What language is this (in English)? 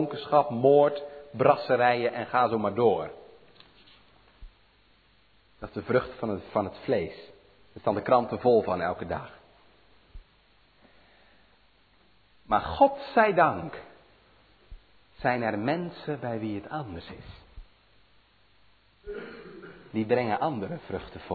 Dutch